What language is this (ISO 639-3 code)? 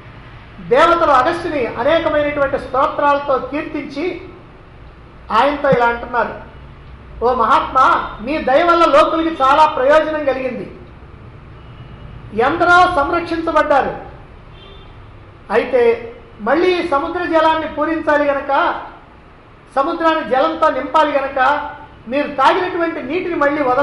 tel